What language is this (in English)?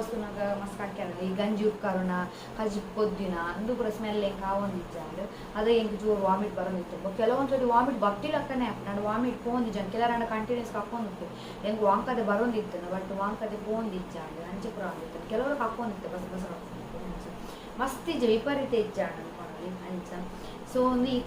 Tulu